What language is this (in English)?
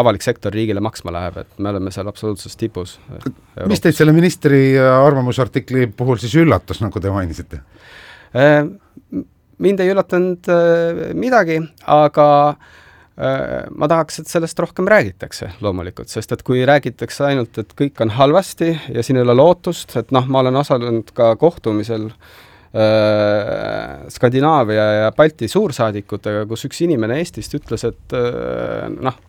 Estonian